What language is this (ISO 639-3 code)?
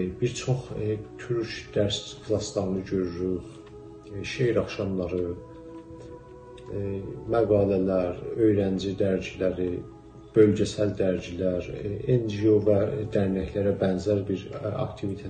azb